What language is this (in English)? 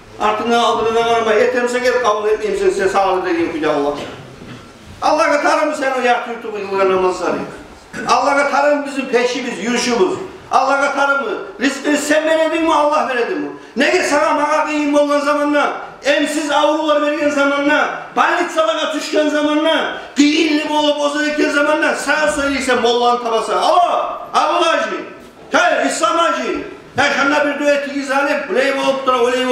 Kumyk